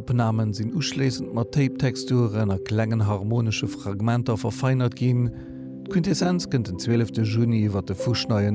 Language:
Luxembourgish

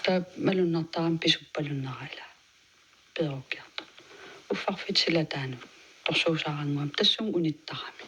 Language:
Kalaallisut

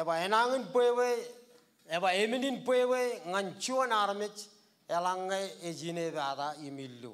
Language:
Marshallese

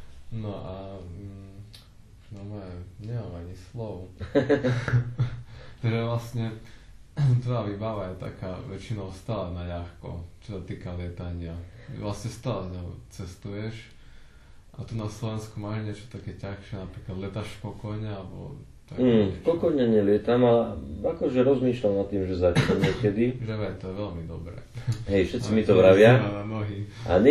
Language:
Slovak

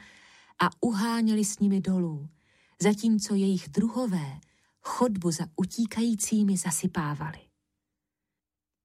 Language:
Czech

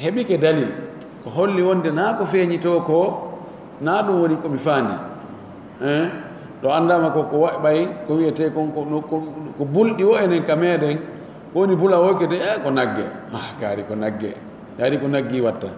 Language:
Pular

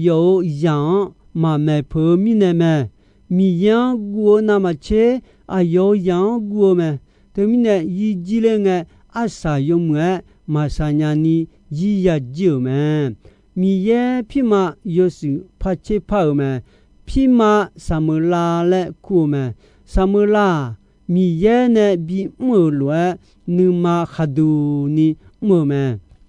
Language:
Akha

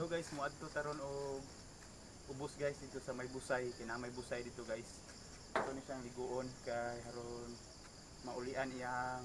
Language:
Cebuano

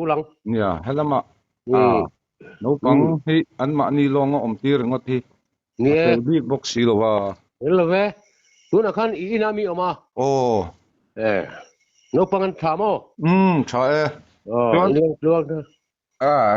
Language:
Mizo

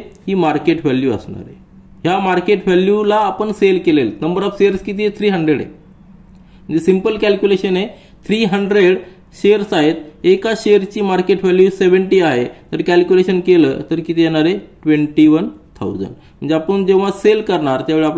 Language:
Marathi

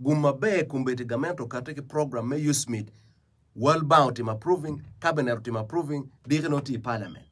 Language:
Acoli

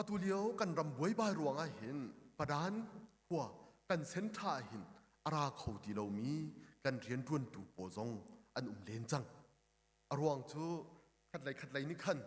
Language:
Hakha Chin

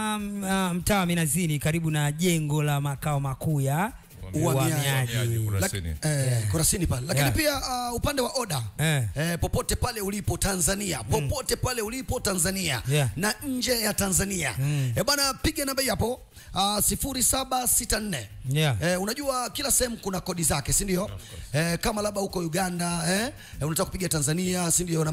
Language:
Swahili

